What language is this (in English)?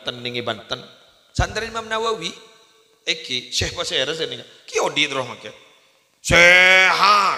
Madurese